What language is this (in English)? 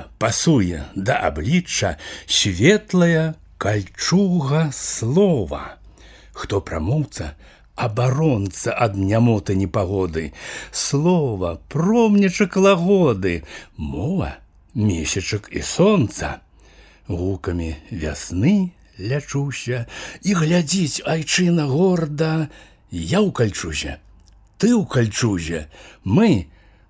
Belarusian